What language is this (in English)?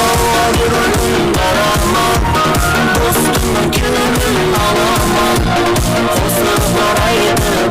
Kara-Kalpak